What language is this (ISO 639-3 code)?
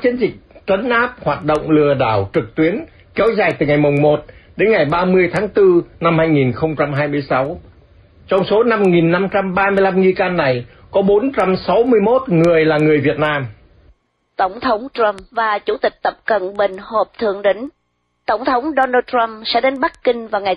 vie